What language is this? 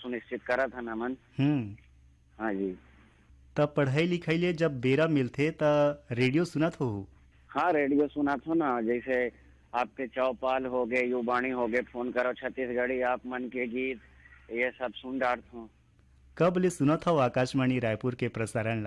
Chhattisgarhi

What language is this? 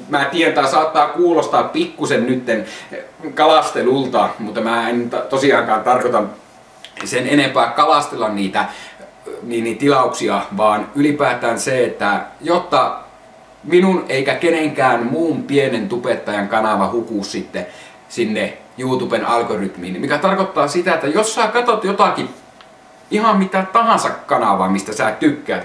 Finnish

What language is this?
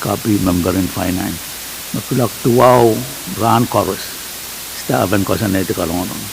Pohnpeian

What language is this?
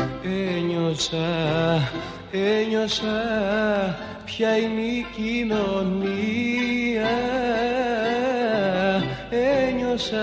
Greek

